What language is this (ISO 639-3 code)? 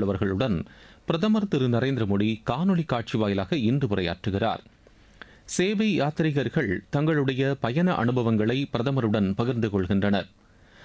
tam